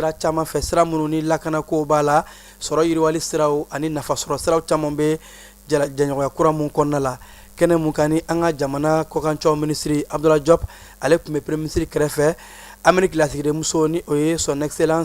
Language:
Bambara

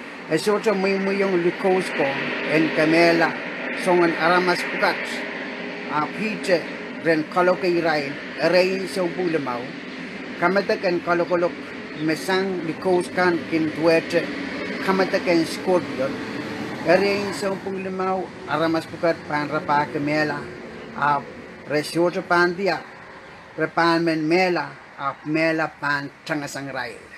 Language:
Pohnpeian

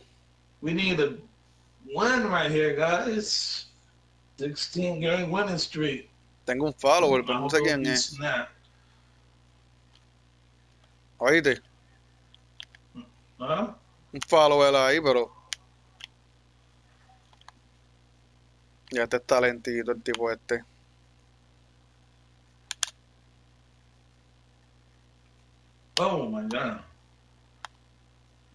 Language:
Spanish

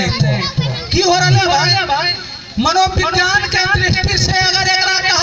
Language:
Magahi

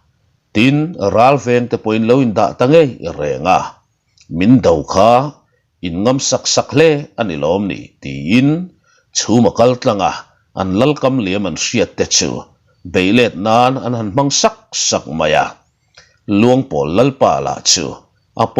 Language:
Mizo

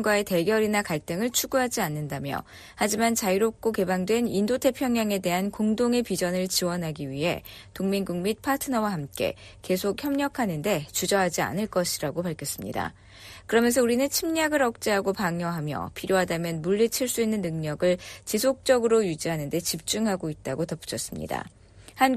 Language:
Korean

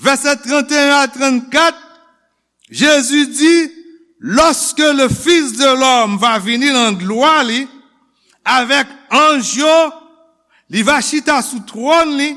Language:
Haitian Creole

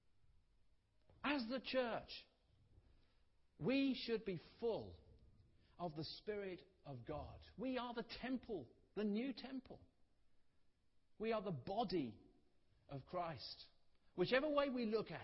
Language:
English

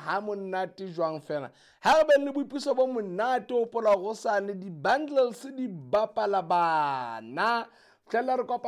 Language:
Southern Sotho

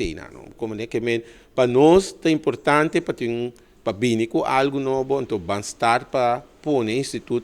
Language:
Papiamento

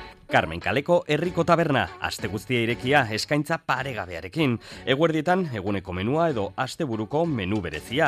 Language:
Basque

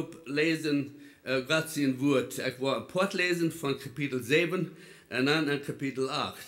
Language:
Plautdietsch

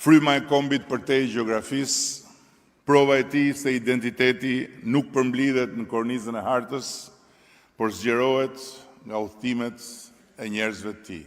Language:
Albanian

